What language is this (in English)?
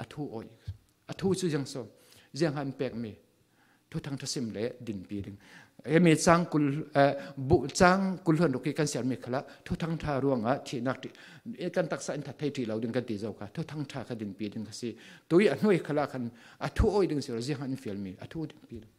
Falam Chin